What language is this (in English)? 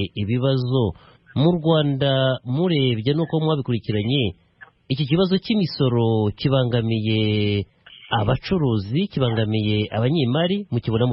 Kinyarwanda